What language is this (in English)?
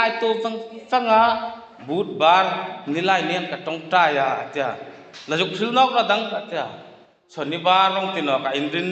Hmar